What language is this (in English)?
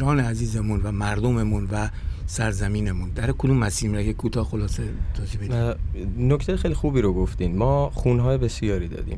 Persian